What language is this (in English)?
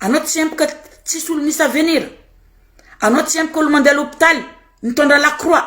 Malagasy